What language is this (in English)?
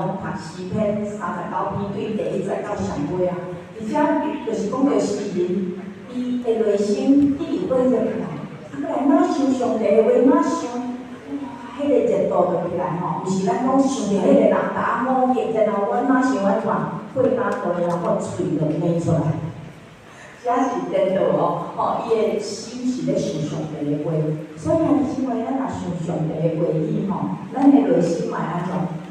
Min Nan Chinese